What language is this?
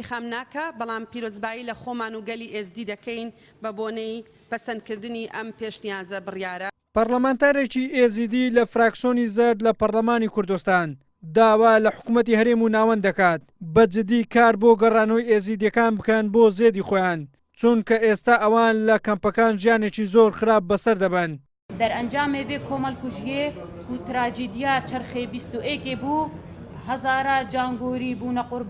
Central Kurdish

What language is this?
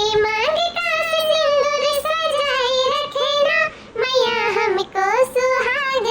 Awadhi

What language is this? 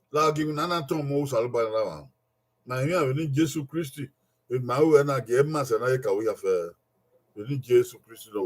Bini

